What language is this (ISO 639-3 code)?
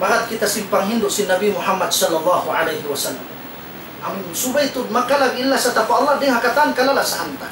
tsg